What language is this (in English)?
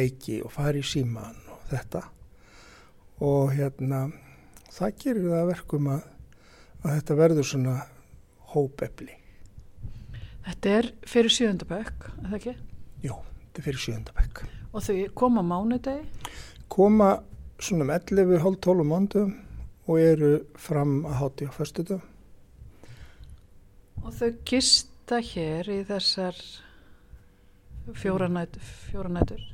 Icelandic